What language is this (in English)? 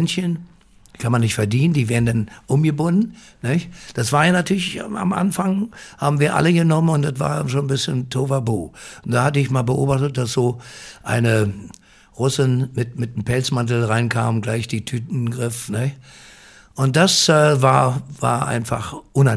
German